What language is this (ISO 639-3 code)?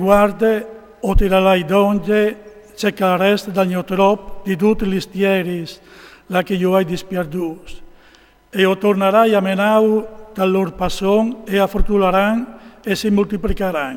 fur